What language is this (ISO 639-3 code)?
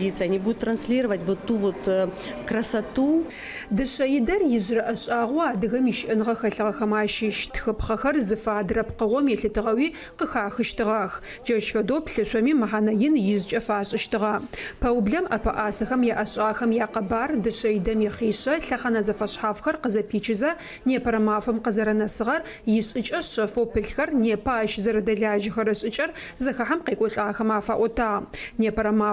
ady